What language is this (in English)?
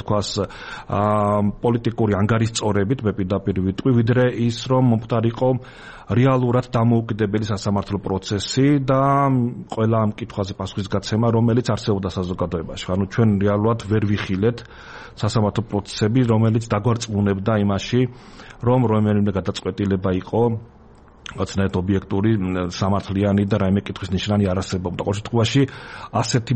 Georgian